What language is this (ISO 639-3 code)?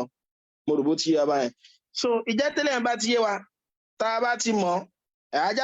yor